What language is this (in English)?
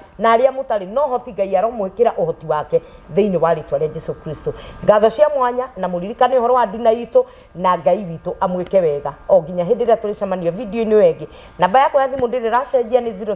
Kikuyu